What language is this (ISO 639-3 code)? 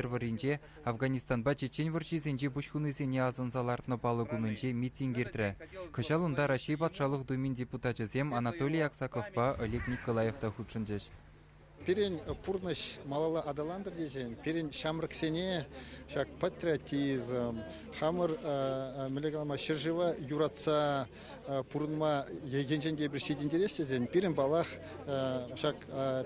chv